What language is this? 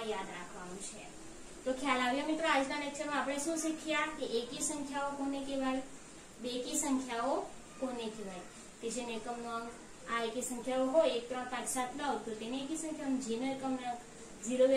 Gujarati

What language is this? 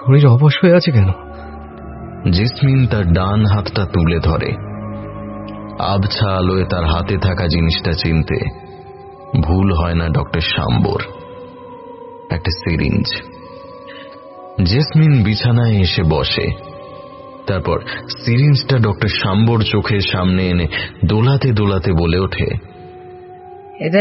Bangla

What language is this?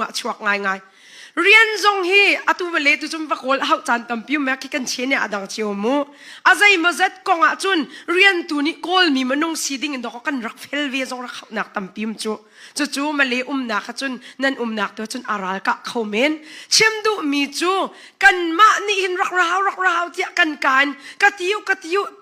Hakha Chin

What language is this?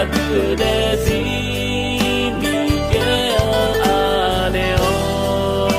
Akha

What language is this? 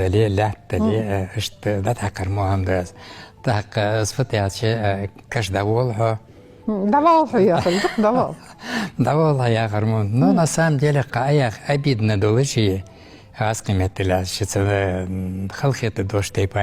Ingush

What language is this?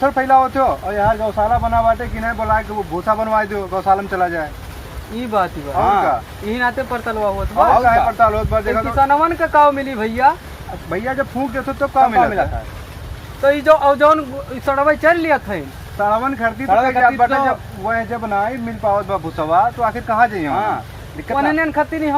Awadhi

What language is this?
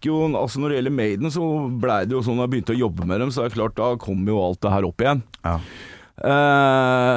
Norwegian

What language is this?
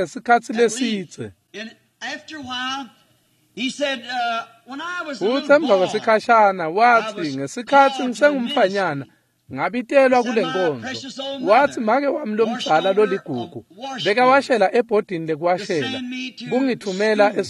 Swati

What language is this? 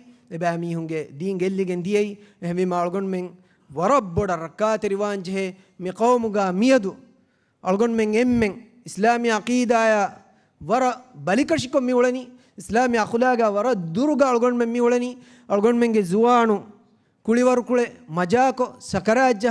Divehi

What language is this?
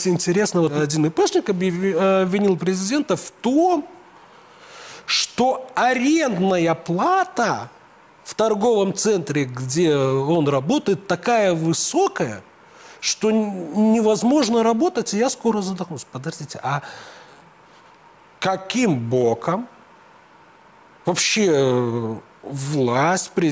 Russian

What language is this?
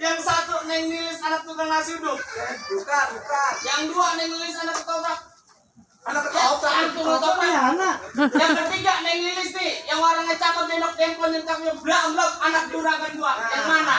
Betawi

